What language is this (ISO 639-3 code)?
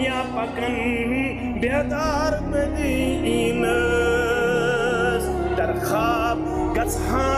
kas